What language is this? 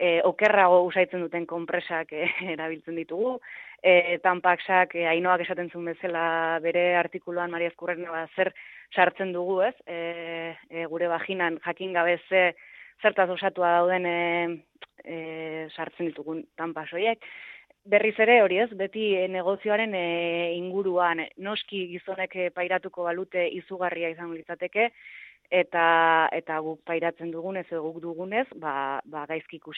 Basque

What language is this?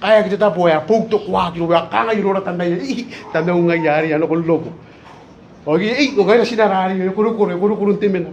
Gilbertese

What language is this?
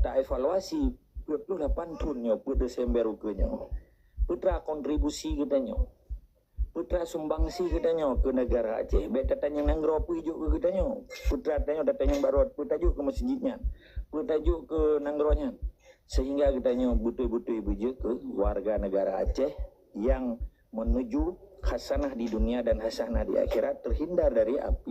Achinese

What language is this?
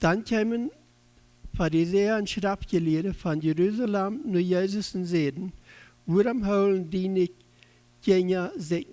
Plautdietsch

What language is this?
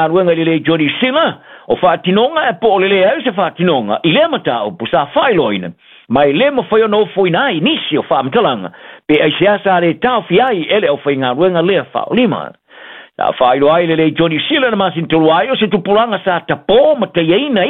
Samoan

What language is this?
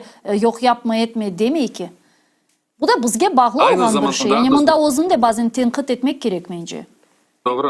Crimean Tatar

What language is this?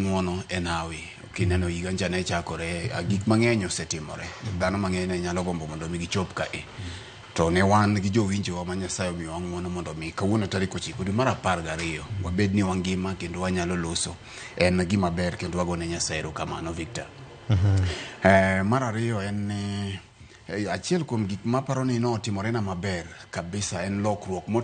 Luo (Kenya and Tanzania)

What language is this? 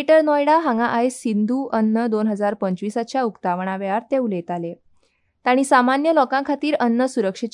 Konkani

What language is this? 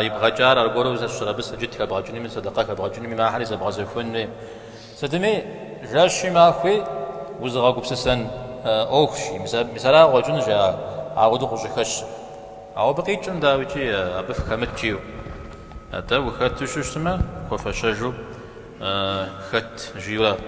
Kabardian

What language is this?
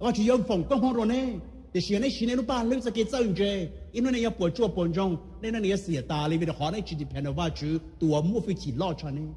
Hmong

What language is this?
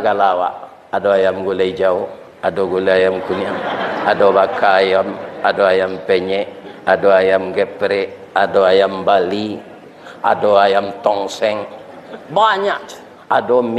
Minangkabau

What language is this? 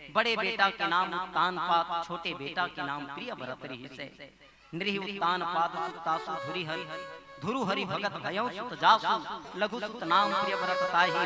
Chhattisgarhi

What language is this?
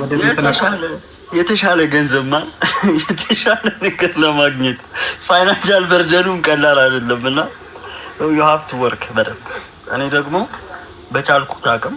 Amharic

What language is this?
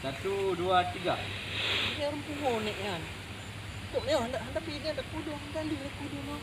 Achinese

